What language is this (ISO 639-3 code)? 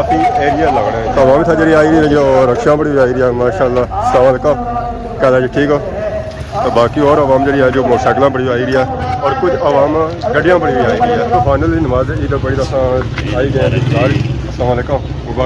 phr